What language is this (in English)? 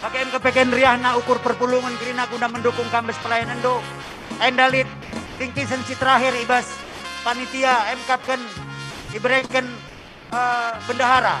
Batak Karo